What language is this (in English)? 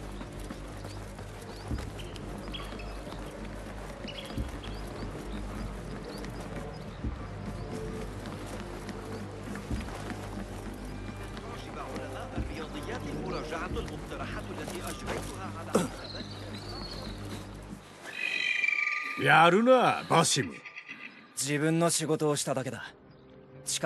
Japanese